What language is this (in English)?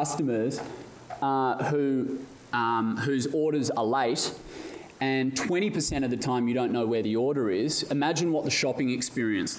English